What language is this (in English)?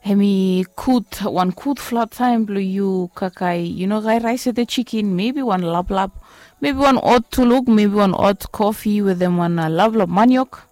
Bislama